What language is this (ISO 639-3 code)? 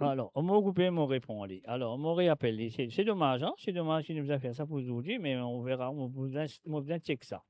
mfe